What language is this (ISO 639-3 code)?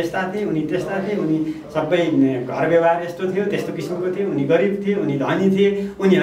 nep